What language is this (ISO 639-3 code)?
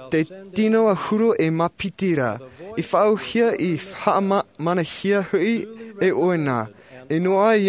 tah